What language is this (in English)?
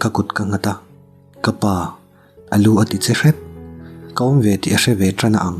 Mizo